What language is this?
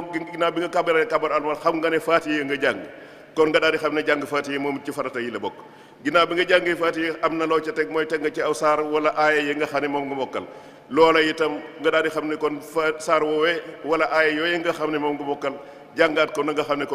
Wolof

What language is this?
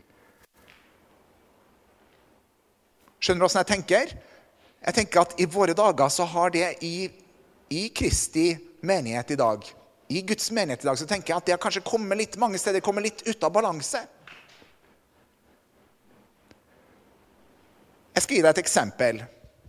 Norwegian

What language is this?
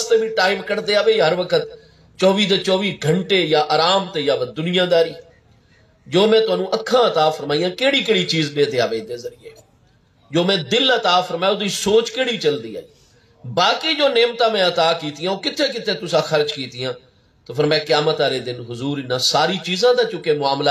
Saraiki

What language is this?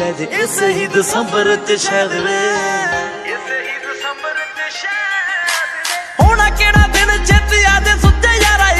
Punjabi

